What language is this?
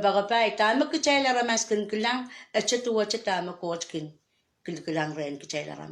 Pohnpeian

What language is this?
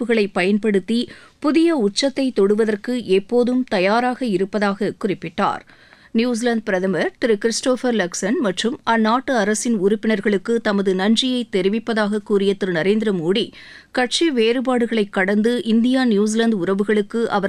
Tamil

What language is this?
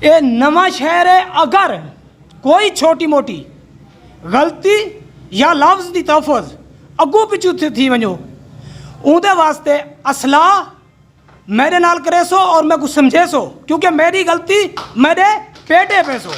Saraiki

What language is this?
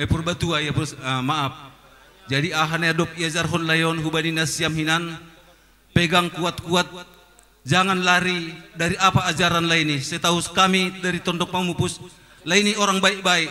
Batak Simalungun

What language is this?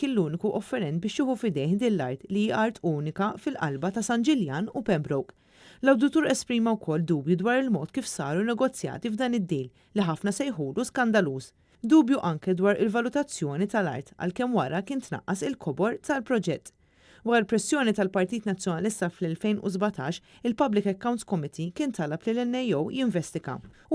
Maltese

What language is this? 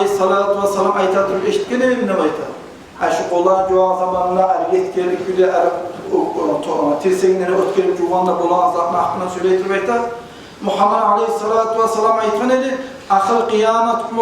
Kumyk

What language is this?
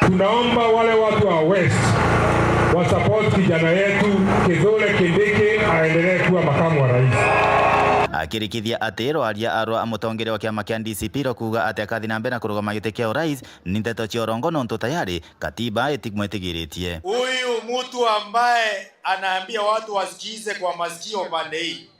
Meru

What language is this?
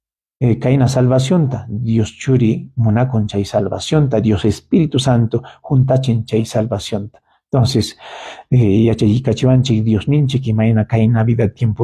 Ayacucho Quechua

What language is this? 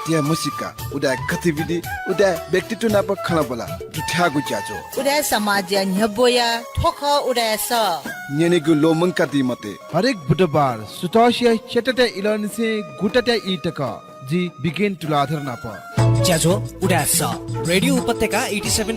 Newari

